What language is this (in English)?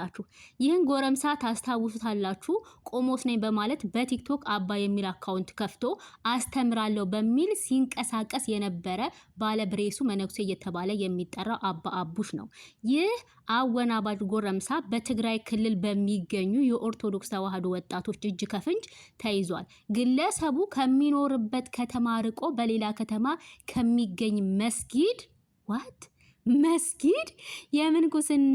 Amharic